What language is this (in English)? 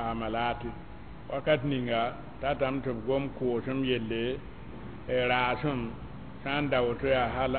Mossi